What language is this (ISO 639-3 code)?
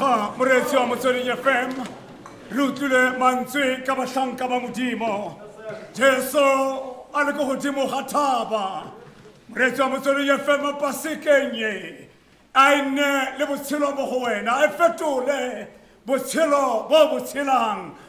tsn